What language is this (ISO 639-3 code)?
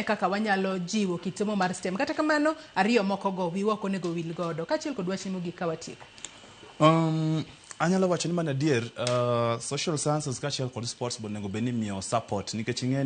luo